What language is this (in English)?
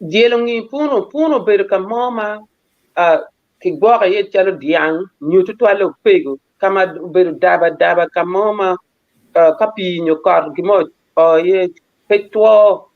Acoli